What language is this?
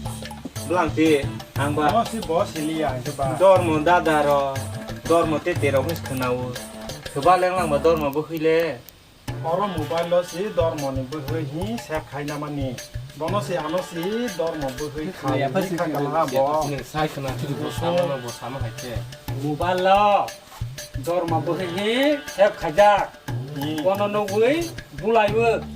Kok Borok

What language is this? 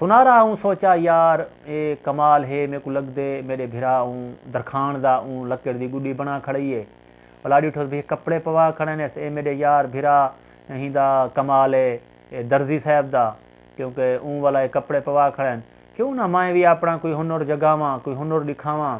Saraiki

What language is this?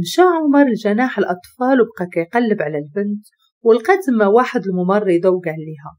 Moroccan Arabic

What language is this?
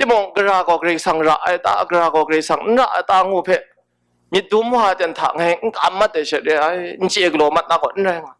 Kachin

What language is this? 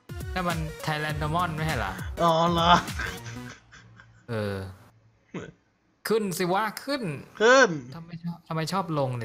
Thai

